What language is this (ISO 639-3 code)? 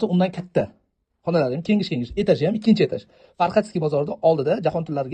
uzb